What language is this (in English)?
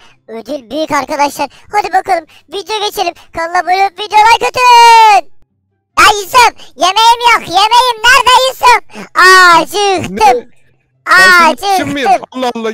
Turkish